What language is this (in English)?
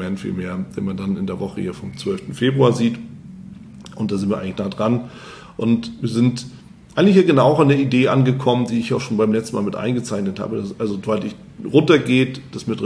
German